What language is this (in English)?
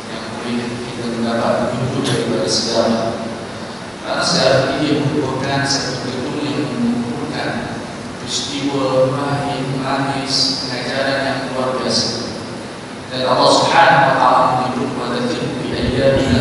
Malay